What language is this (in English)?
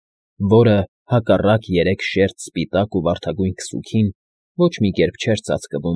Armenian